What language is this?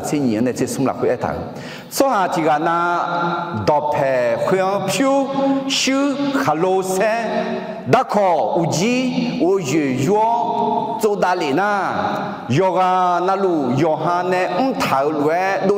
Akha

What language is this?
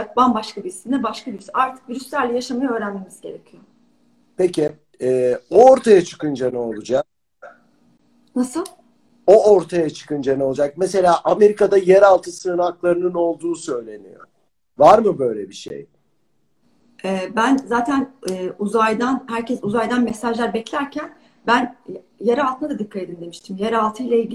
Turkish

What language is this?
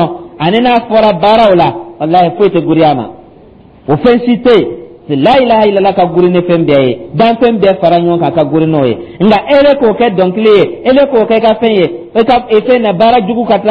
Dyula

